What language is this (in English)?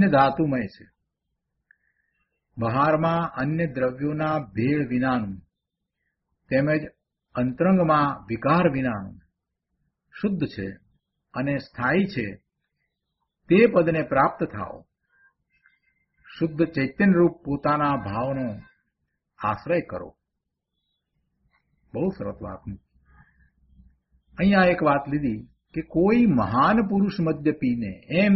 Gujarati